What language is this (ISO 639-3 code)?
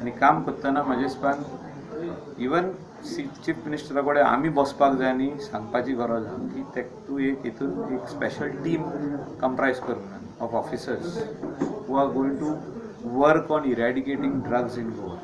kok